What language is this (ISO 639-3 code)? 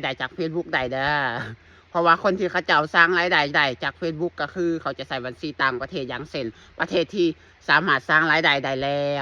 lao